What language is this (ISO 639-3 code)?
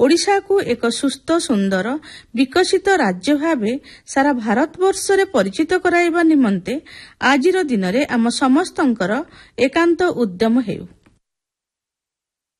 ori